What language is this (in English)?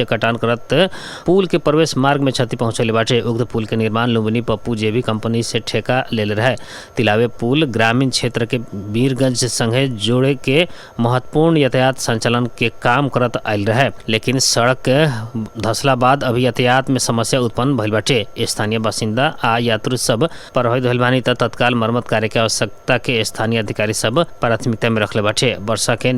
Bhojpuri